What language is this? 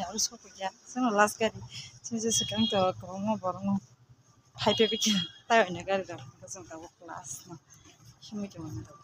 Kok Borok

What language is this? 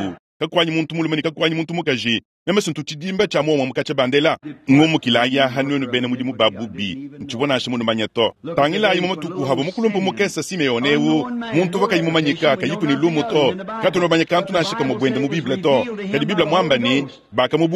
Luba-Lulua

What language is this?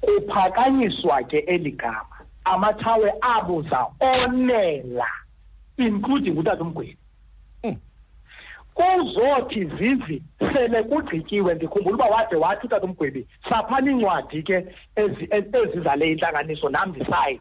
Xhosa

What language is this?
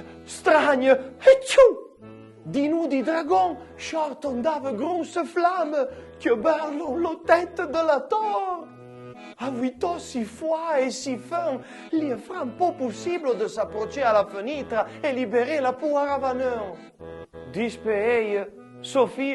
Arpitan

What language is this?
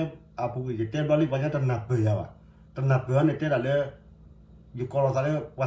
S'gaw Karen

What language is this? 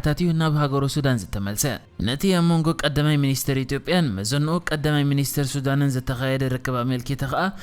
Tigrinya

